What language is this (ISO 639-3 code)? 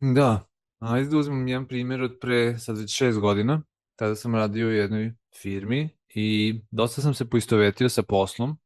srp